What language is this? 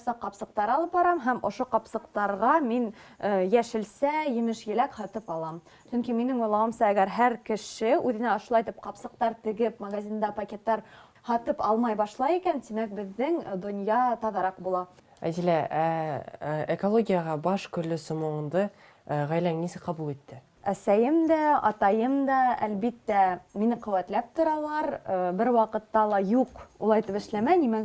Bashkir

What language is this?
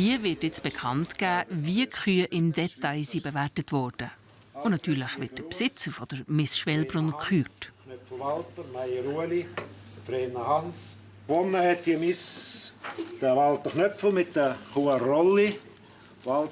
Swiss German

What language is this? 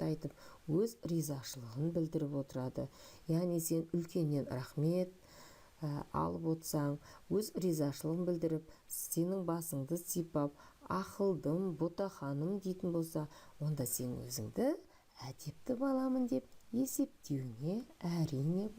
Kazakh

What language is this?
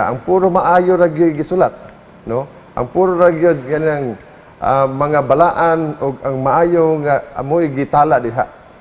Cebuano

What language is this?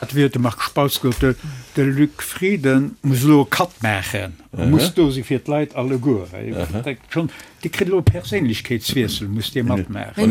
Luxembourgish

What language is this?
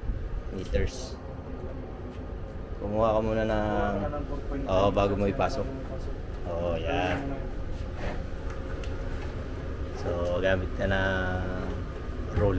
Filipino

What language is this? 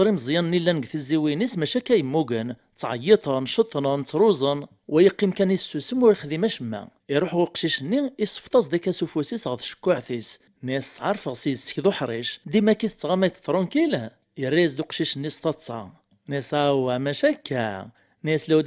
Kabyle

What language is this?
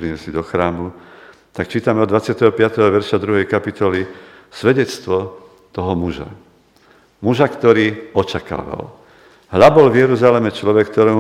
Slovak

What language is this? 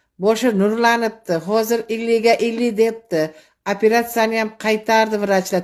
Uzbek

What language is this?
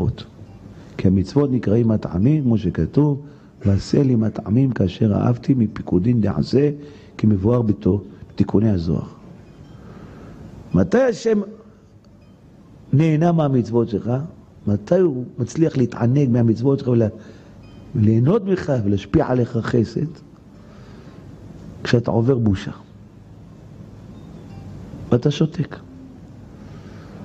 Hebrew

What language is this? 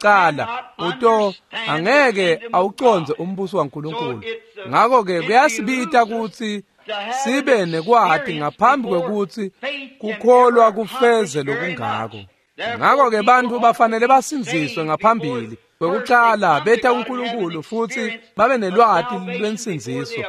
Swati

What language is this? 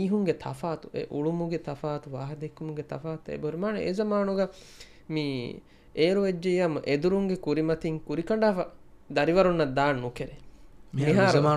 Divehi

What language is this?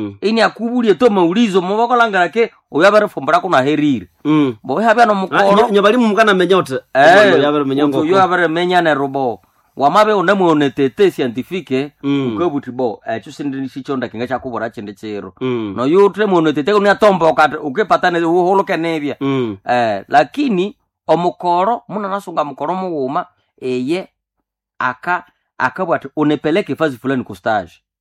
Nande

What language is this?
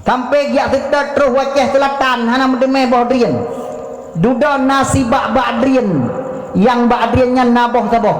Achinese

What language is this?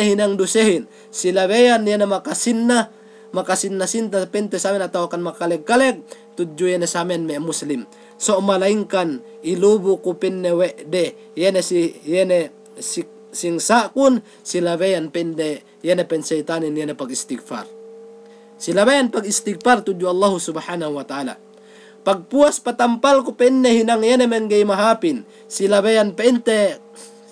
Yakan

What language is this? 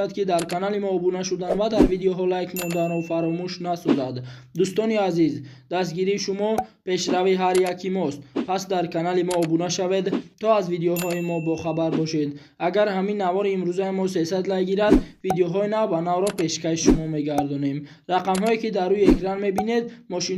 Tajik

